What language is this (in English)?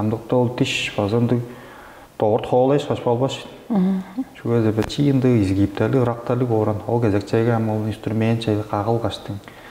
Tuvinian